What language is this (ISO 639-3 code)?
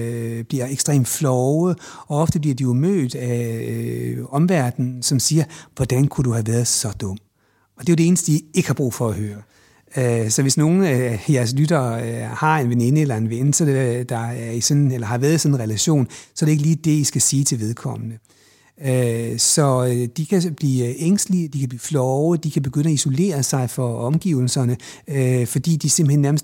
dan